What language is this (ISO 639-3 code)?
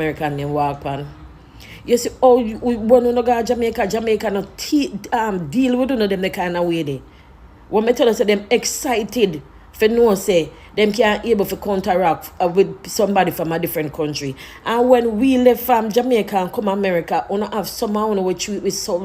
jam